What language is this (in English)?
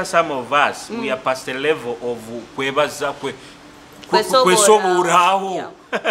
Nyoro